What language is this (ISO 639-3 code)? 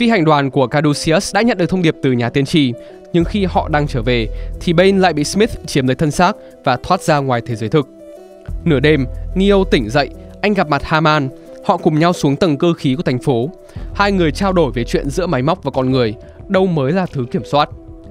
vie